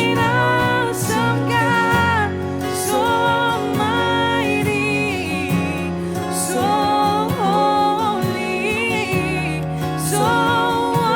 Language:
Morisyen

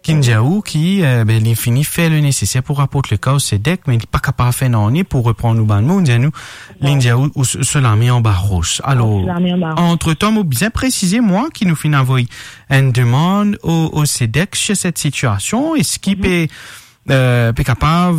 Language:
Morisyen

